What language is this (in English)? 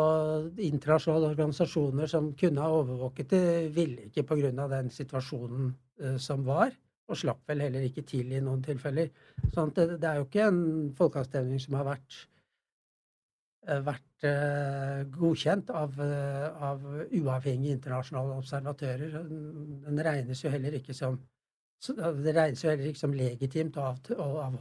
Norwegian